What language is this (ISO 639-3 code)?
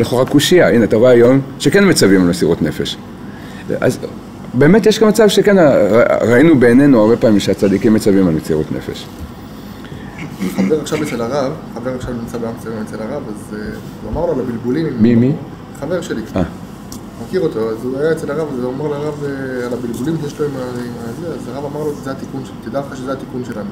heb